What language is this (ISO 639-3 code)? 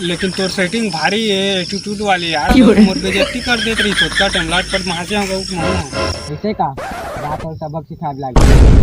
hne